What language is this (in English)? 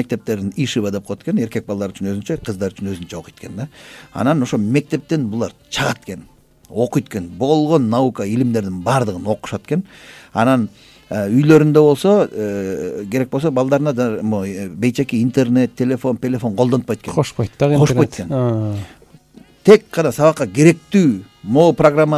Kyrgyz